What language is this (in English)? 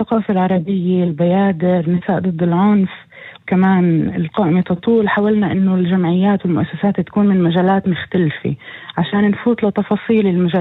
North Levantine Arabic